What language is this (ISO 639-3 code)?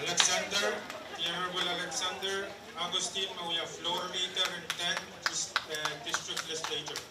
pon